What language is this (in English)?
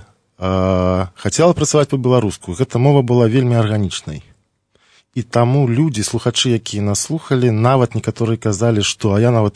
Belarusian